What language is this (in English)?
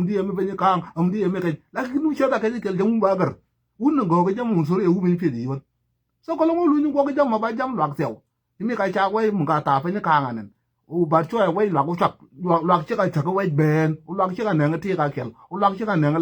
Nuer